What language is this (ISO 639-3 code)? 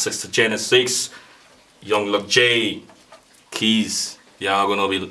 pcm